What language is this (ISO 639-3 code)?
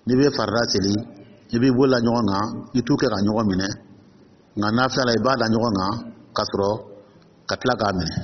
dyu